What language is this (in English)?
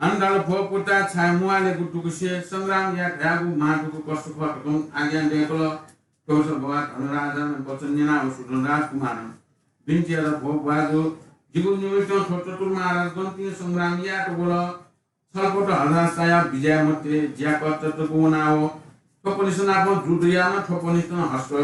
Newari